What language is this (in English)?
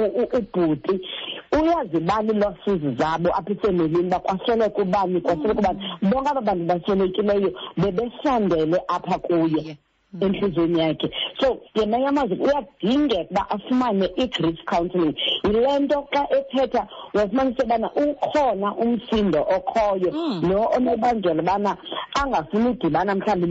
Xhosa